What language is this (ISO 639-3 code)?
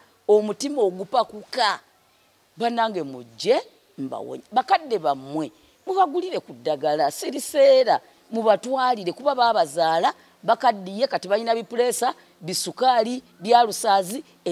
lug